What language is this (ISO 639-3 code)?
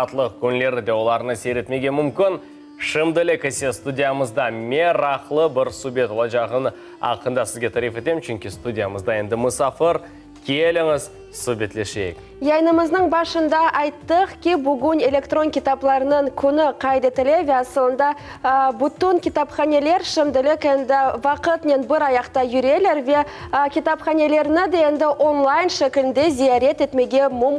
crh